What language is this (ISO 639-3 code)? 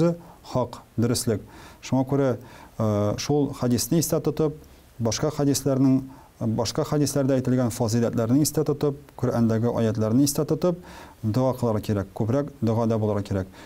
tat